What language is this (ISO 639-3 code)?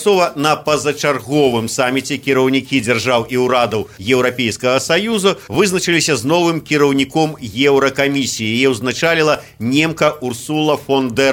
bel